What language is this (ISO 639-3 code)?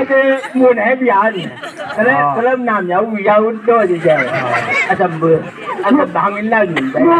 nbc